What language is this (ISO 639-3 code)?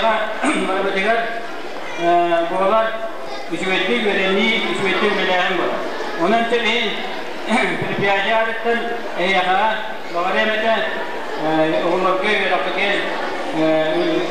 sah